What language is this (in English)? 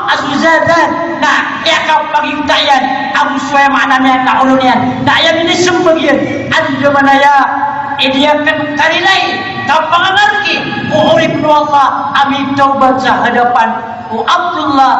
Maranao